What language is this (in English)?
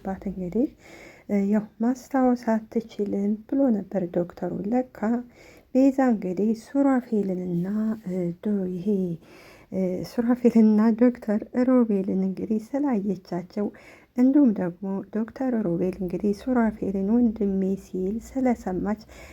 Amharic